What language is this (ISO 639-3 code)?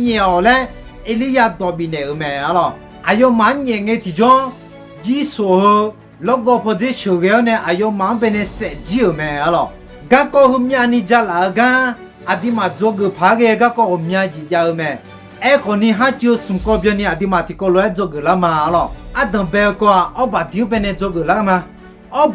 ahk